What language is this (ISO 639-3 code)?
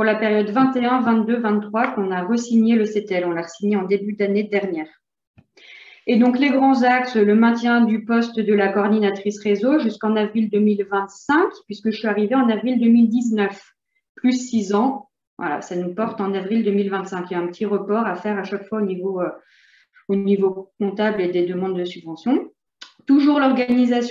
fra